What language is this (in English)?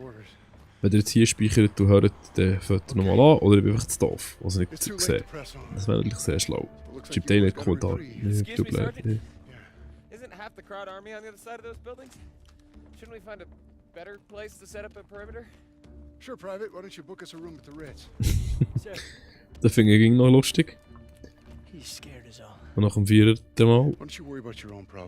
Swiss German